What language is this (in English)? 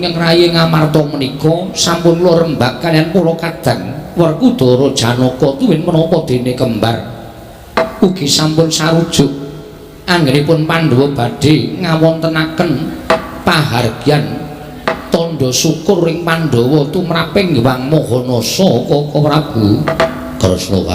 Javanese